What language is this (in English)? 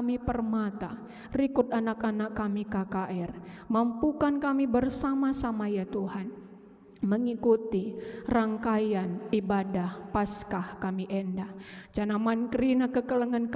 Batak Karo